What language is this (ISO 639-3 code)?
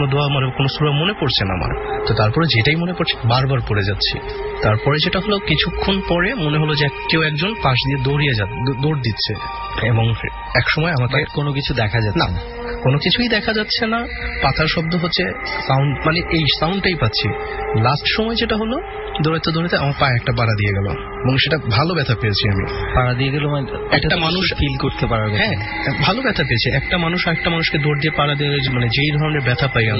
ben